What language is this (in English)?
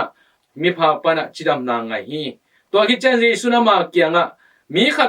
Tedim Chin